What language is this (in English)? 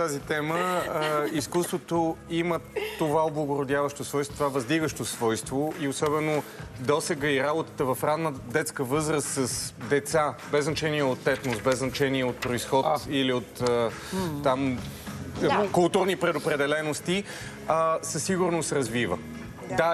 Bulgarian